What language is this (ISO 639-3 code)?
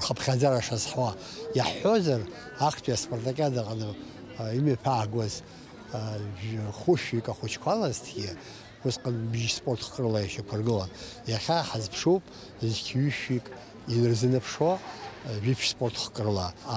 abk